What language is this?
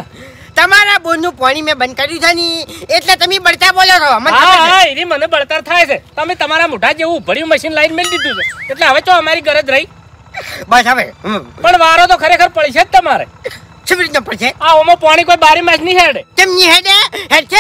Gujarati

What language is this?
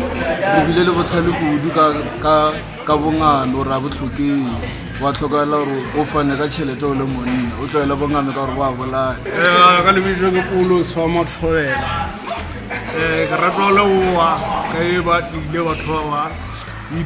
Tswana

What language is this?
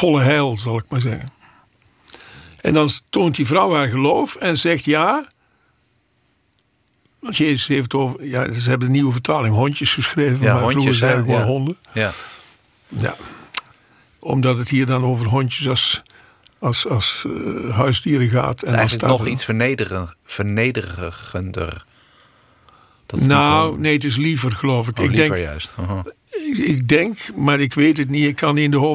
Dutch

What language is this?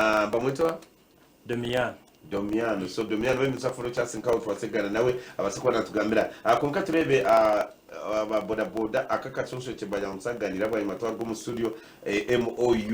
Nyankole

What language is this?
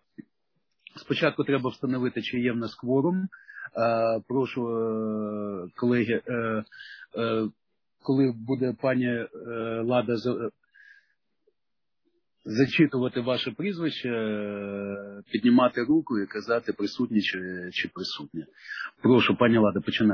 Ukrainian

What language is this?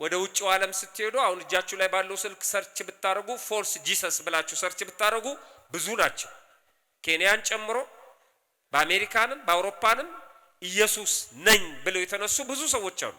Amharic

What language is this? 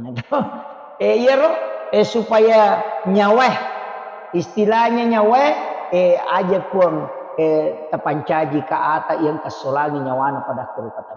Buginese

